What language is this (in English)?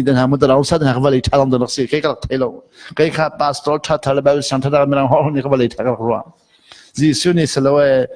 Hakha Chin